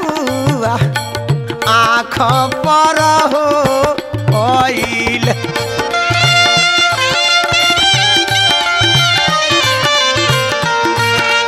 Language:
Bhojpuri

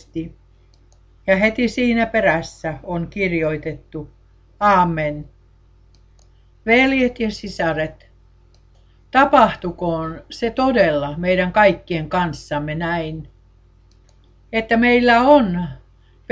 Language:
Finnish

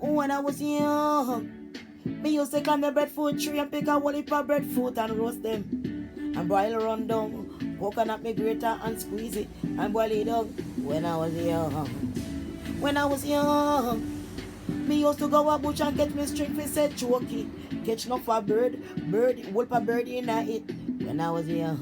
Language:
Jamaican Creole English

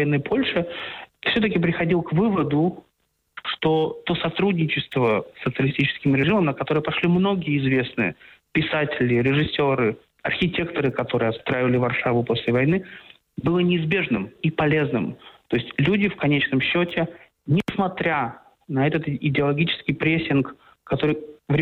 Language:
Russian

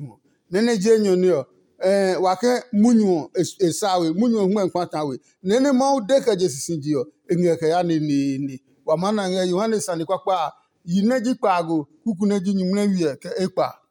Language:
Adangme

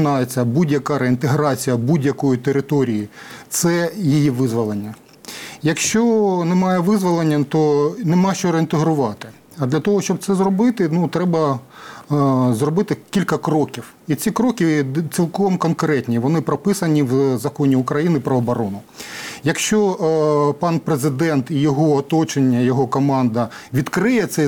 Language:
Ukrainian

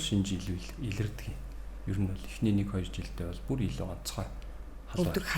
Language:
Mongolian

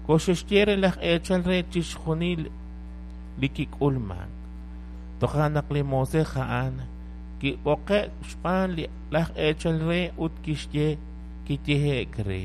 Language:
Kekchí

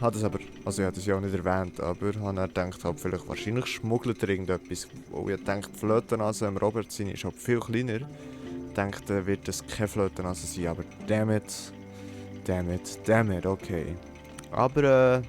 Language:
Swiss German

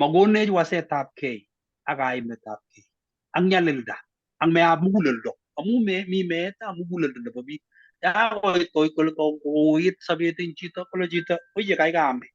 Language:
Kalenjin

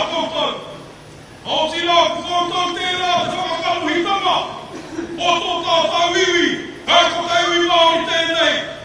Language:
Māori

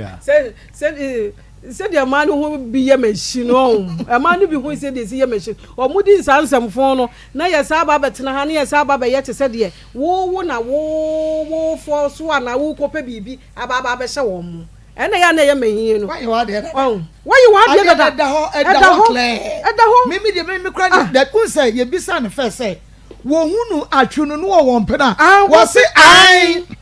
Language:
Akan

